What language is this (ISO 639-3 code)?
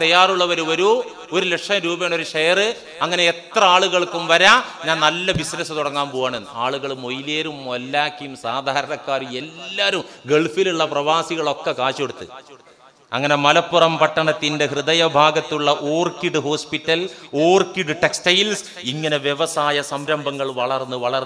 mal